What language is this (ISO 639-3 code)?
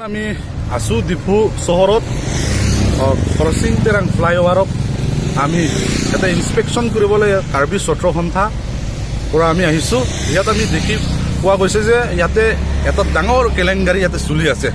mjw